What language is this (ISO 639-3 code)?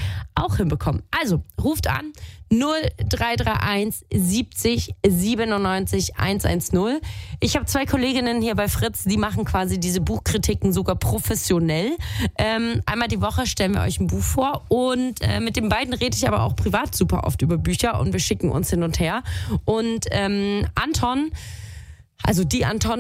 deu